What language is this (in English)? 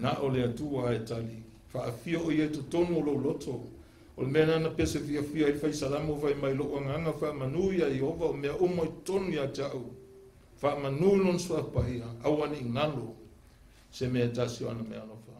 Samoan